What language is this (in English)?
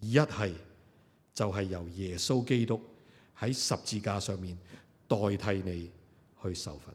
Cantonese